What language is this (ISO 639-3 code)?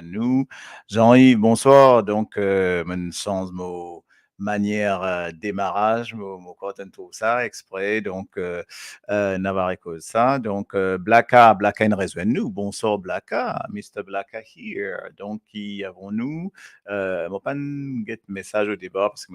mfe